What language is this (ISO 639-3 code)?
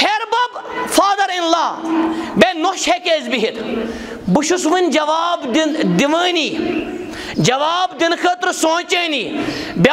kas